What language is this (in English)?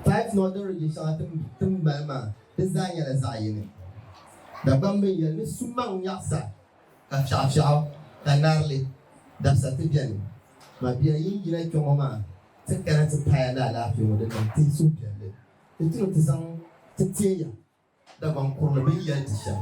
Dagbani